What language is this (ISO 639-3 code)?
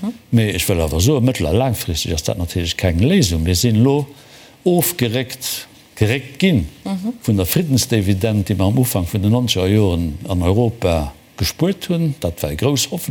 ltz